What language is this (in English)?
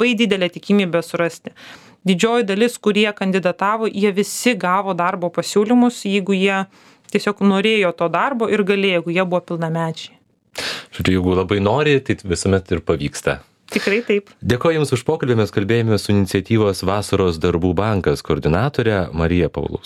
Lithuanian